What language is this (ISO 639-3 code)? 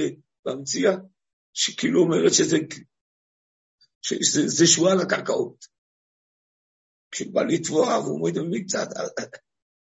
heb